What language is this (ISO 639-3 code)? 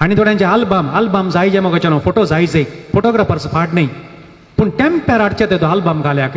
kok